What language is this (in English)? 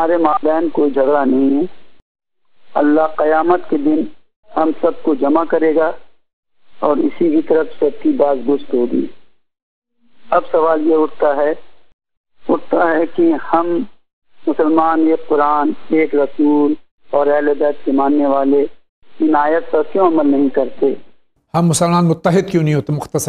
Urdu